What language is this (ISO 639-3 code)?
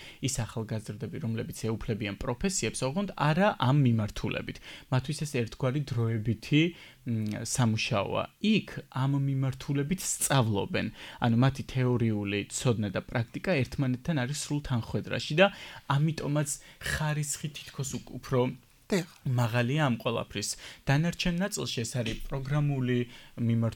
kat